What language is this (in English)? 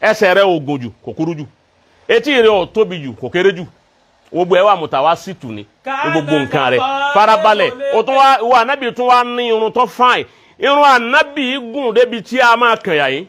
Yoruba